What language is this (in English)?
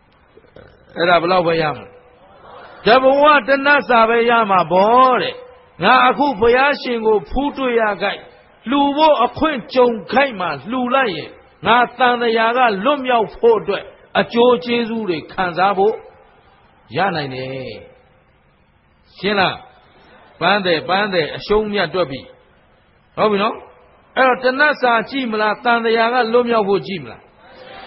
Burmese